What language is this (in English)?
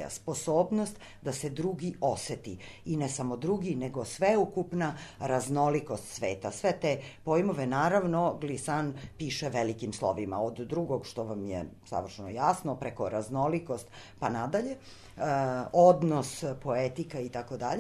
Serbian